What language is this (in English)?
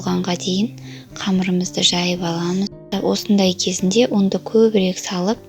Kazakh